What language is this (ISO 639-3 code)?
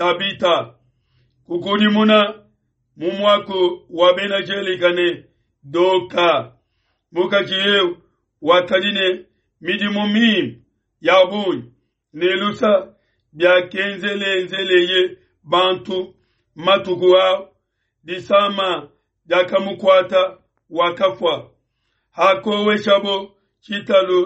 lua